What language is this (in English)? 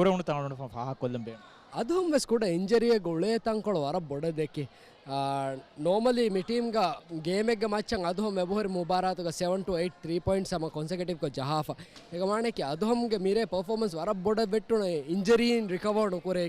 Divehi